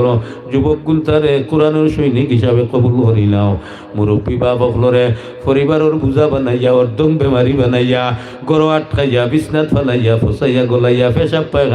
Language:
Sylheti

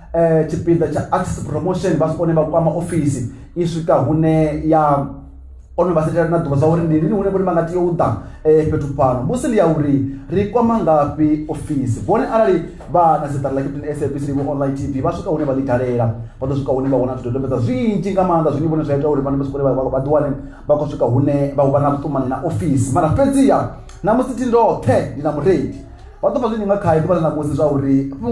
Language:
Venda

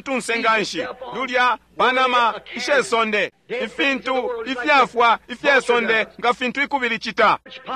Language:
Bemba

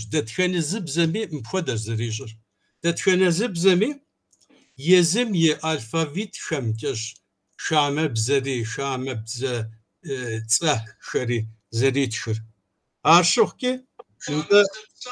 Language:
Kabardian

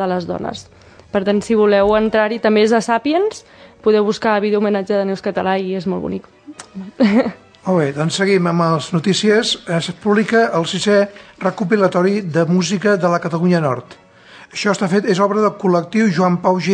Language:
Catalan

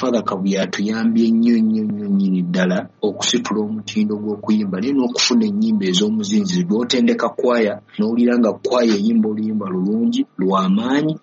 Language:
Ganda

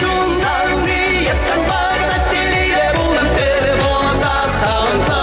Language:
Chuvash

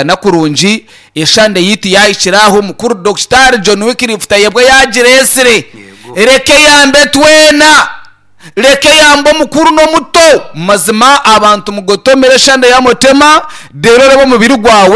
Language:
Nyankole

